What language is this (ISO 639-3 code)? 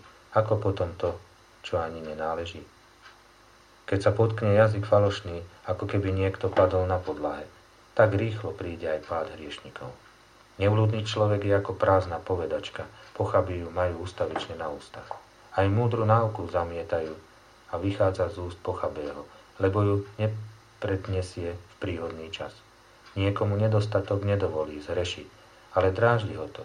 slk